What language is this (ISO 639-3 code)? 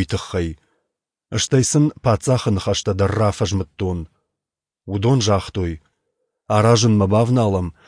oss